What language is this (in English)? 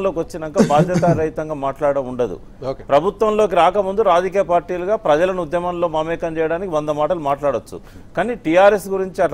Telugu